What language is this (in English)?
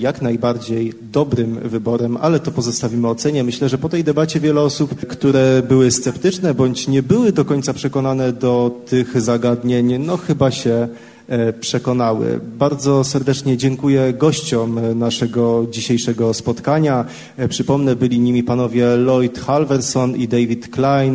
Polish